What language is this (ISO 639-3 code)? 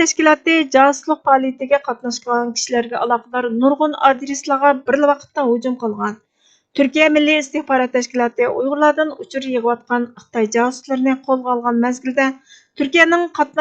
uig